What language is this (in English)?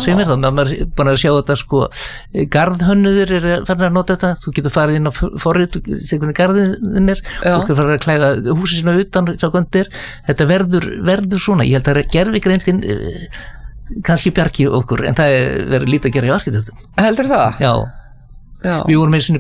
Icelandic